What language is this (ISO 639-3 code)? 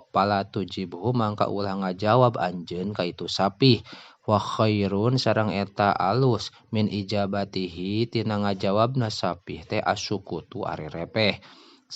sun